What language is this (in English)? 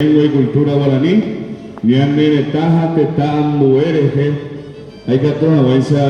Guarani